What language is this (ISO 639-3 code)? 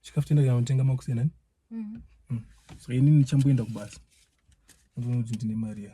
sna